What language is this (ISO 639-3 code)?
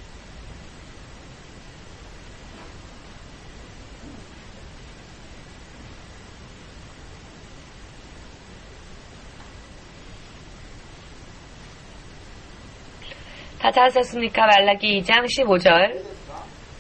kor